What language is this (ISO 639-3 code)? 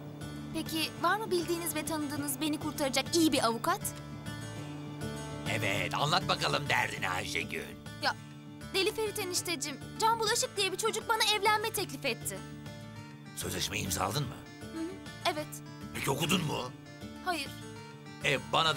tur